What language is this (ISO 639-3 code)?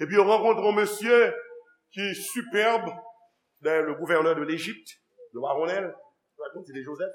hat